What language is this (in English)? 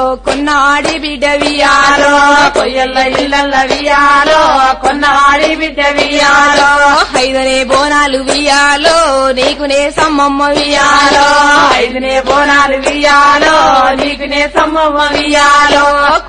Telugu